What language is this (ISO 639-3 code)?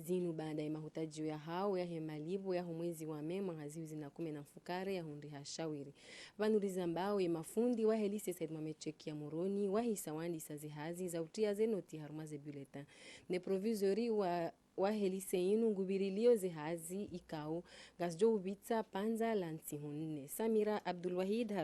zdj